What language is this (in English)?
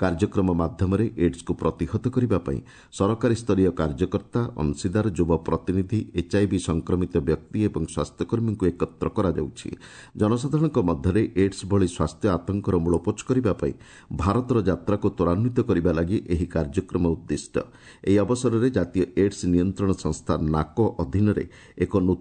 Odia